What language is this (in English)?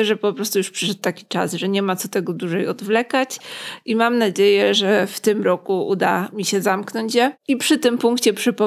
Polish